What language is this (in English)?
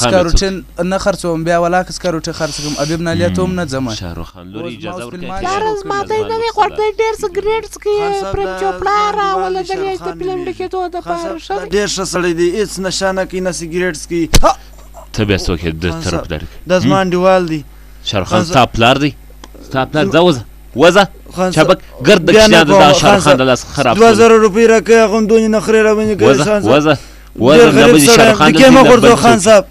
Pashto